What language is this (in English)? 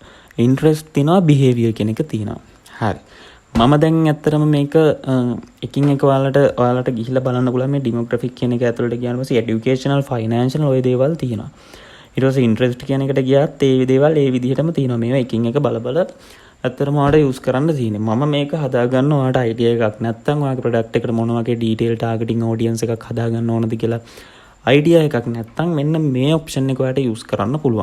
Sinhala